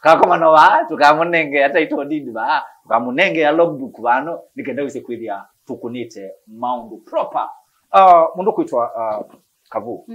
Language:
Kamba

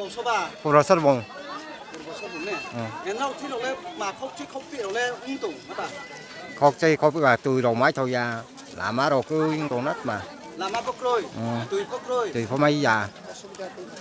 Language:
Riang (India)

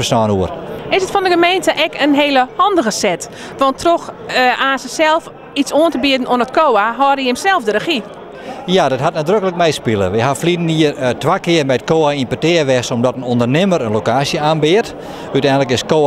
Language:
Western Frisian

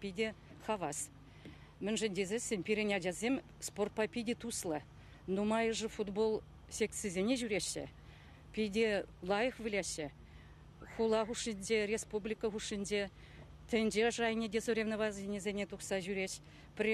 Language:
Chuvash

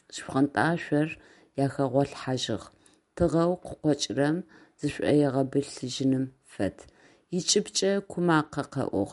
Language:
Adyghe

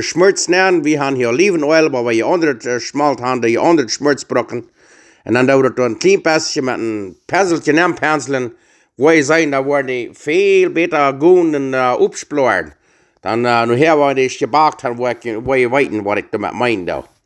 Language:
Plautdietsch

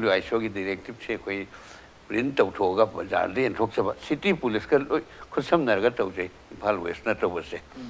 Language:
Manipuri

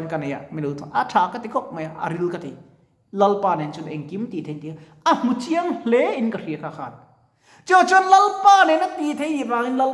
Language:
Mizo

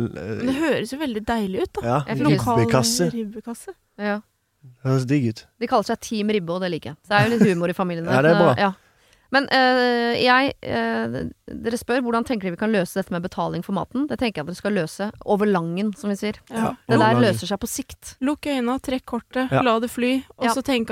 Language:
Norwegian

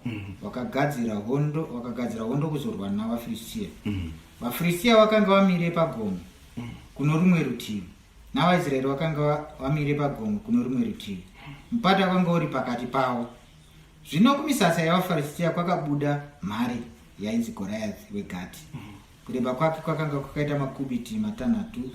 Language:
Shona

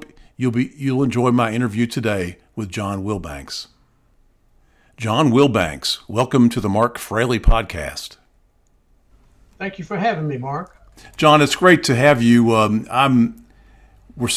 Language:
English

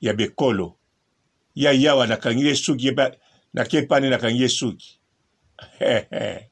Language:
Lingala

